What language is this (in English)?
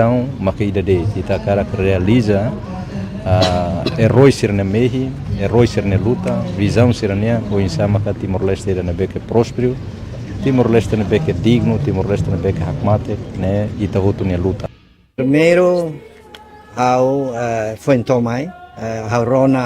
Tetum